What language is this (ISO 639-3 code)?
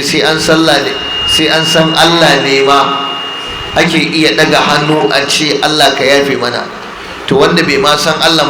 hau